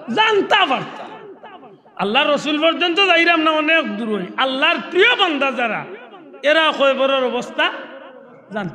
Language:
Sylheti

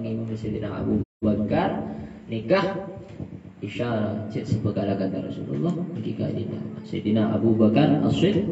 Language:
Madurese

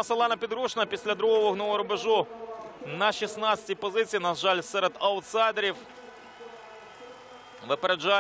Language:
Ukrainian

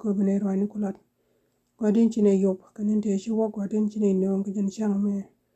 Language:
Nuer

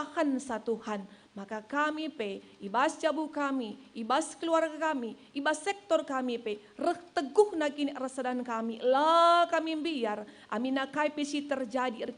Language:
Batak Karo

